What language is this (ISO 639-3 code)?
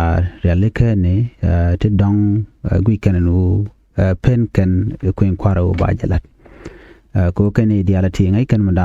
nus